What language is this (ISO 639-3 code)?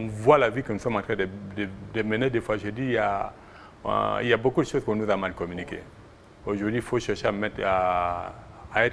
fra